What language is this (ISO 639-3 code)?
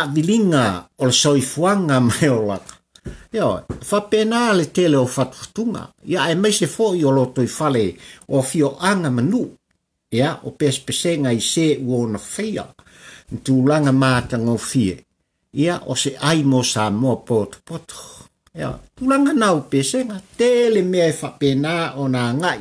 smo